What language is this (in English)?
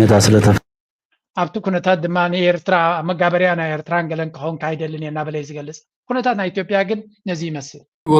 Tigrinya